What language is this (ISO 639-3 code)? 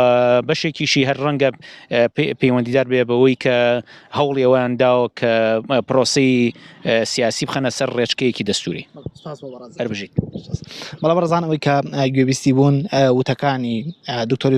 ckb